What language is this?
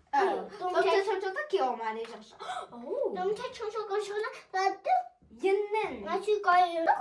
Tibetan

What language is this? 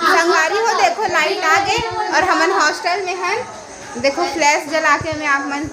Chhattisgarhi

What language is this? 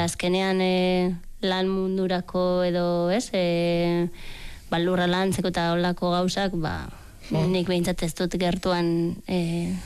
Basque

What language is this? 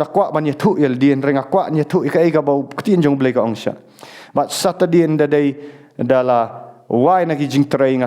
Khasi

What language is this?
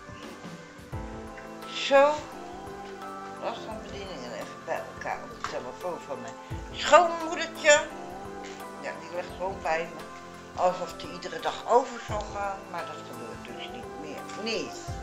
Dutch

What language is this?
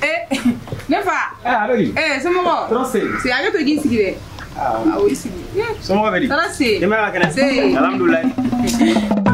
Bambara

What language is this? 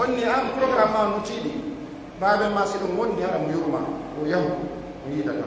Fula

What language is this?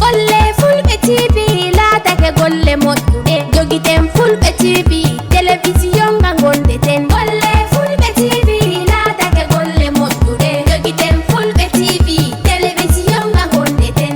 Fula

